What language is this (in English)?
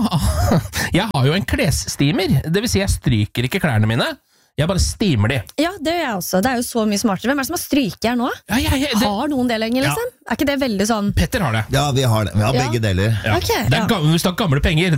Norwegian